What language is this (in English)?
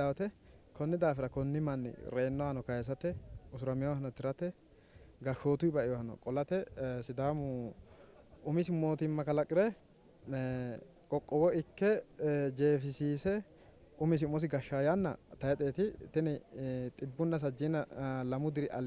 Sidamo